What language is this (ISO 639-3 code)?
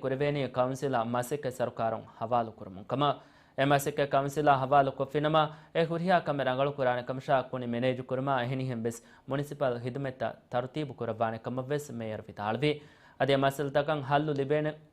div